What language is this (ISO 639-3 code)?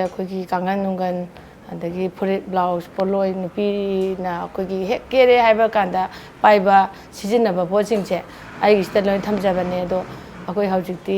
mni